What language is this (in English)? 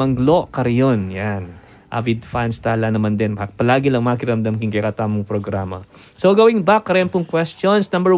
Pampanga